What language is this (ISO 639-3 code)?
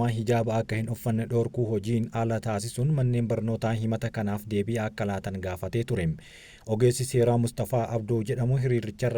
orm